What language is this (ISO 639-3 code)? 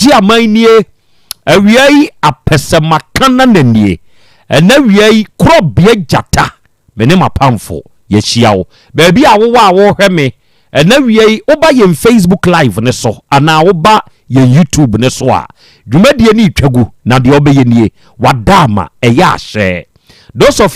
aka